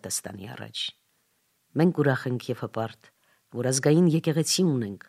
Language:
Armenian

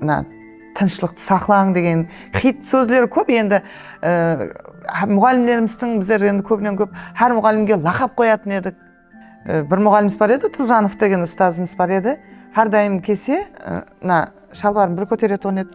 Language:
Kara-Kalpak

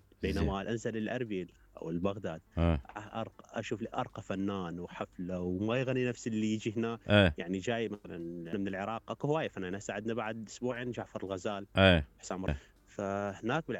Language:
Mesopotamian Arabic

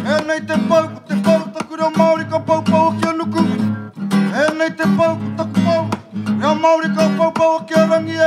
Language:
Māori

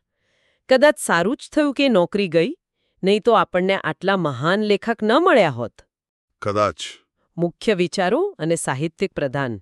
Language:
Gujarati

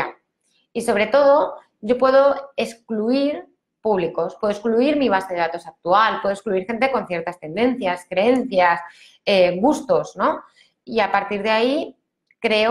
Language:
Spanish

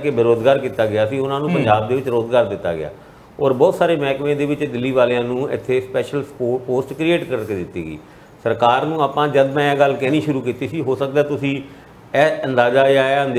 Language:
Punjabi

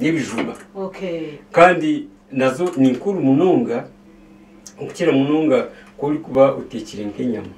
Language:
Nyankole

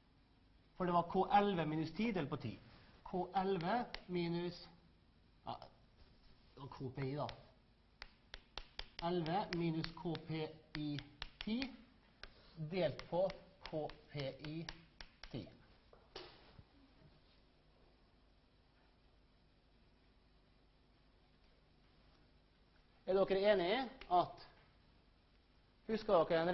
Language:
Norwegian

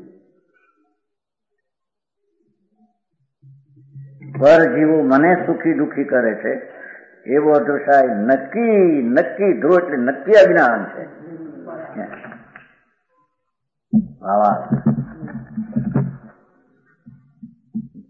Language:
Gujarati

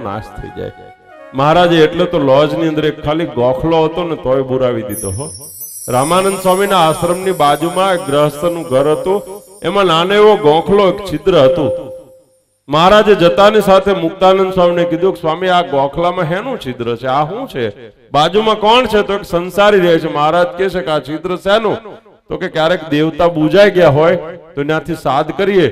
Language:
Gujarati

